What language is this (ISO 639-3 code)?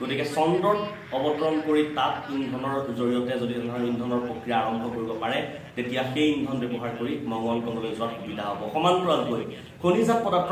asm